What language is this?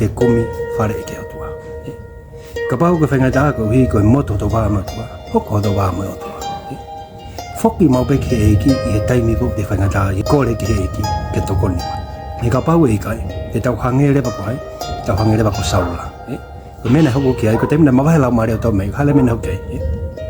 Tongan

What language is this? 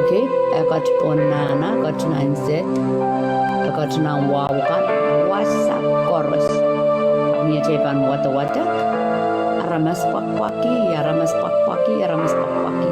Pohnpeian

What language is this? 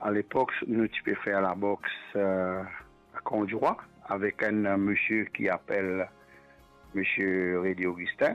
Morisyen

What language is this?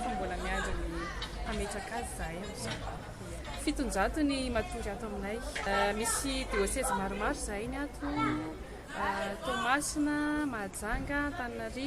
Malagasy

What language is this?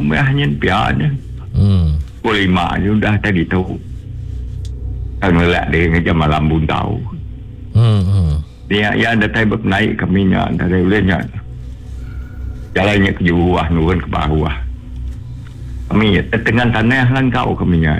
Iban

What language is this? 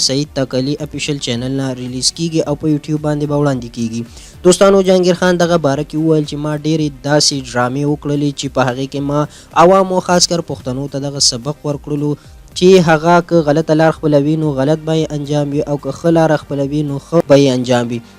Pashto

